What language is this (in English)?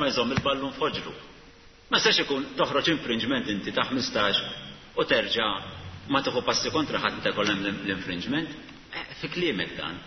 Maltese